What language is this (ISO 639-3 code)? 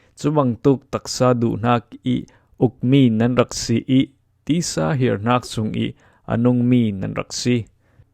cfm